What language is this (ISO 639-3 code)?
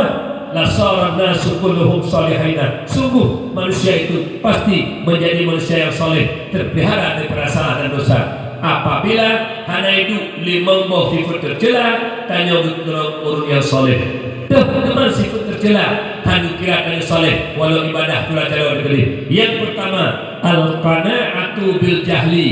ace